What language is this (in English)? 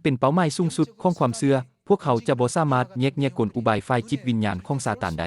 Lao